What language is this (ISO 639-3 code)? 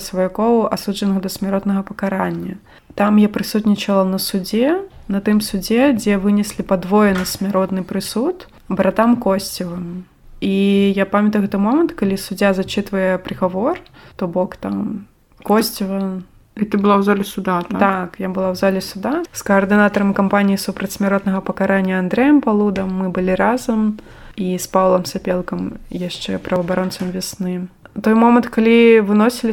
bel